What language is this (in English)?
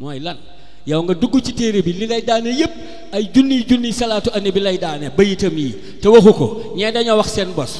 Wolof